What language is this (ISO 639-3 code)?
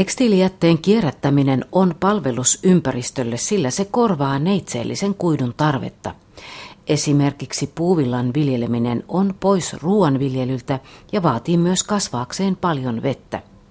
fin